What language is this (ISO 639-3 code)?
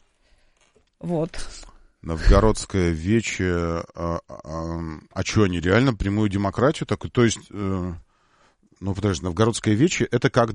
rus